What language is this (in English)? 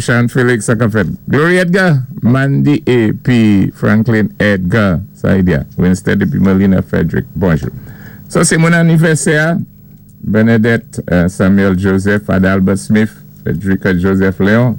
Saint Lucian Creole French